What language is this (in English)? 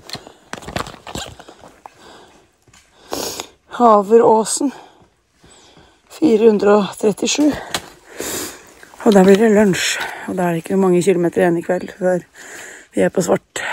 Norwegian